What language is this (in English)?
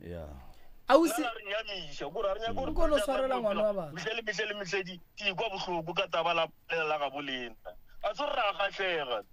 Northern Sotho